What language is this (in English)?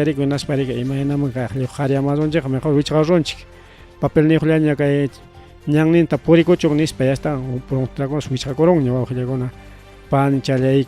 Ayacucho Quechua